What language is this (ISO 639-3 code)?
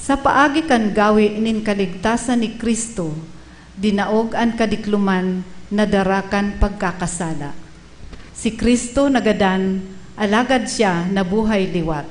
bik